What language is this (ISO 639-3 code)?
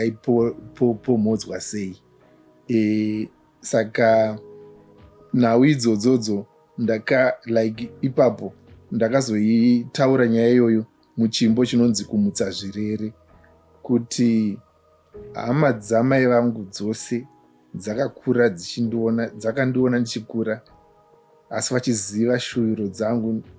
sna